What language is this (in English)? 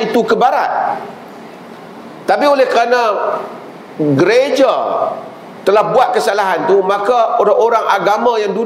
Malay